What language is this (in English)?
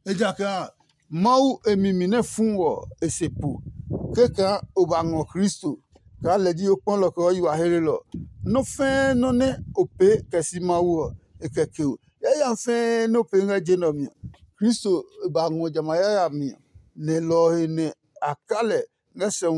Adangme